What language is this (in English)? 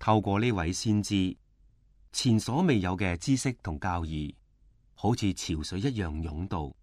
Cantonese